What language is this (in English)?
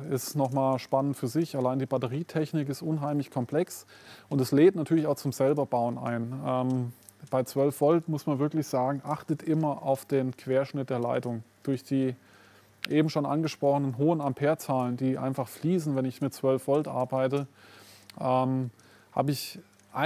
German